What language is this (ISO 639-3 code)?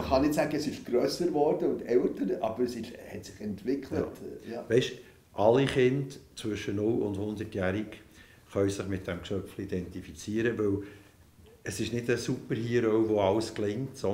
gsw